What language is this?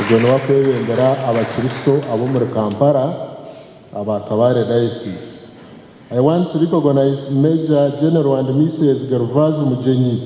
Nyankole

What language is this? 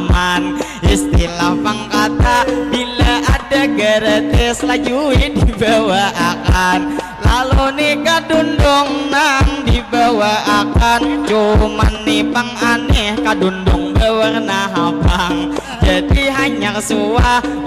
Banjar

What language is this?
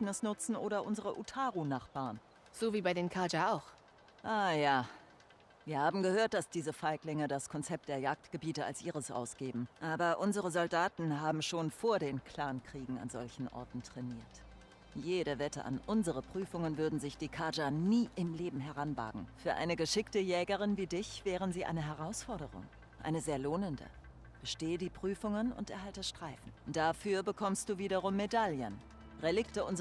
Bavarian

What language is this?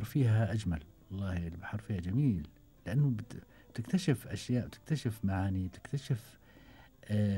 Gulf Arabic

